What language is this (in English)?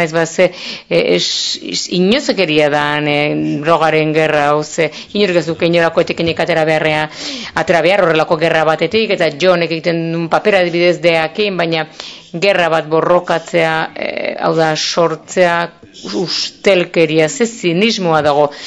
Basque